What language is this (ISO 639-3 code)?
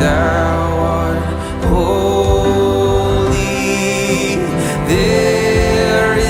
bth